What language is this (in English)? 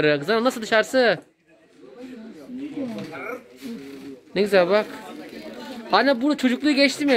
Turkish